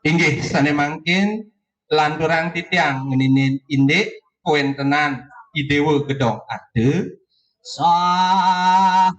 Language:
Balinese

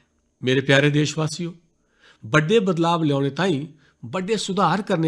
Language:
Dogri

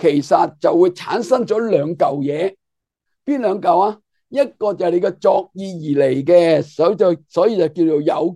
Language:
Cantonese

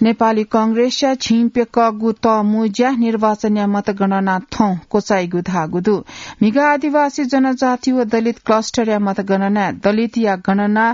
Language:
Newari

